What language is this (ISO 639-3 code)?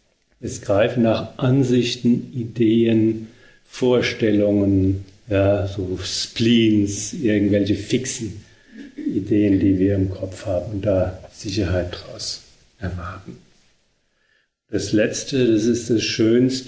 deu